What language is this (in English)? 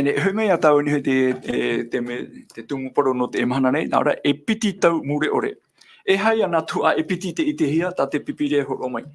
Tahitian